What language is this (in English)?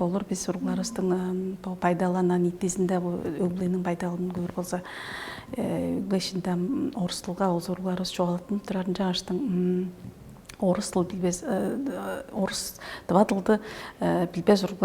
Tuvinian